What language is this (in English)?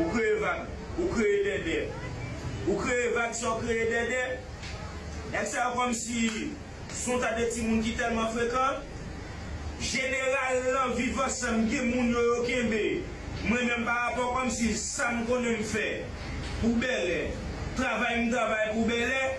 Haitian Creole